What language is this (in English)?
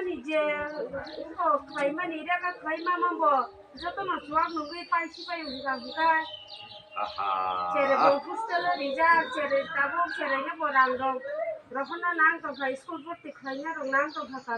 Kok Borok